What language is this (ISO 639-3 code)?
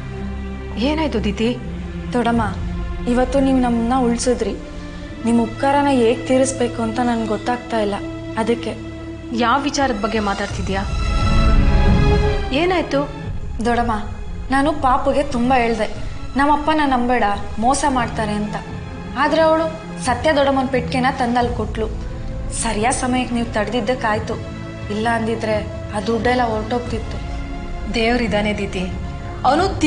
kan